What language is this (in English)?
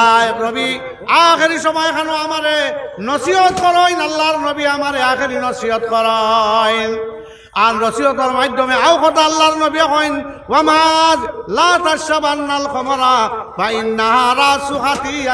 Sylheti